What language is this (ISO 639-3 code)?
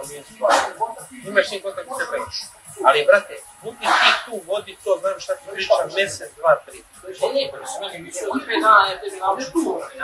srp